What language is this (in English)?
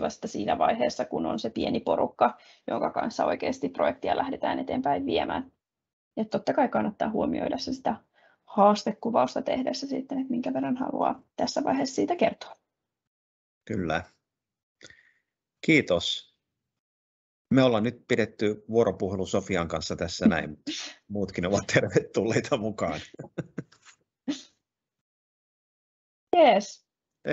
Finnish